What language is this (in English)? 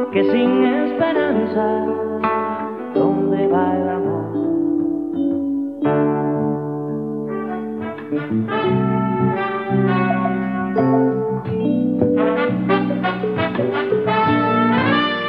Spanish